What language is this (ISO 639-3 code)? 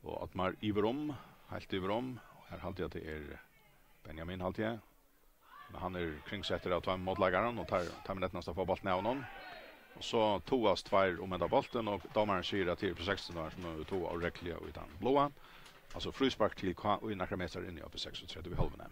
fao